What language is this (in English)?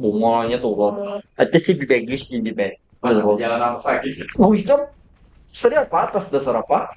Banjar